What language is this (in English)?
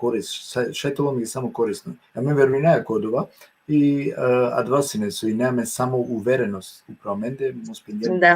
Balkan Romani